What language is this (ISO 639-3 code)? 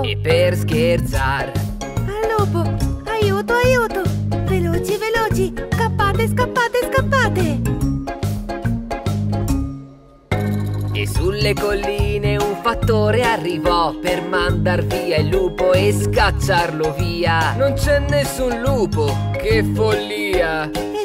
ita